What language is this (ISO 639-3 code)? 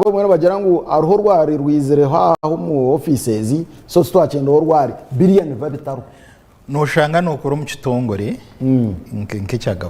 nyn